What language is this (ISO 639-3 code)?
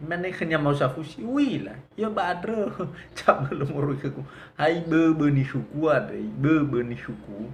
nia